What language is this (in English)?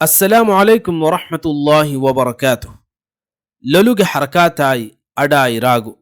Divehi